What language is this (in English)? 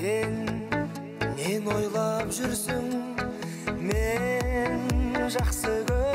Kazakh